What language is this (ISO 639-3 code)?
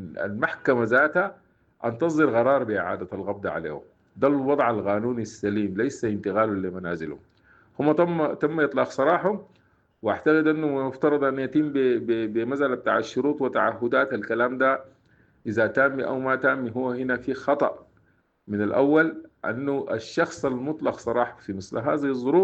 apd